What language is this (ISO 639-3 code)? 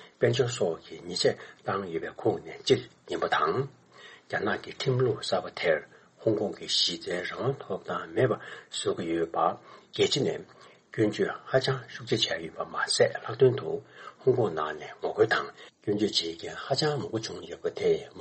bod